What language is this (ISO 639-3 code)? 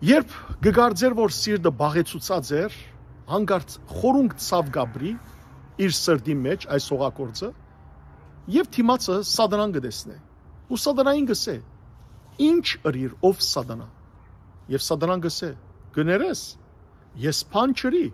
hyw